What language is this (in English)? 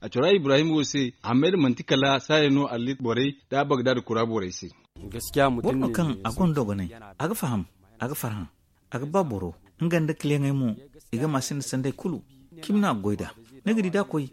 Zarma